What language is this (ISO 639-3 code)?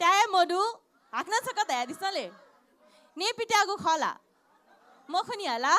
new